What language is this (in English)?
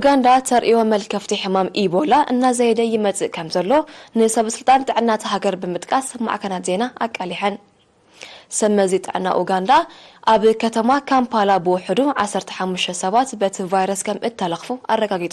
Tigrinya